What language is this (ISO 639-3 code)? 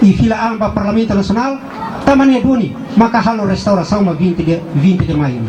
tet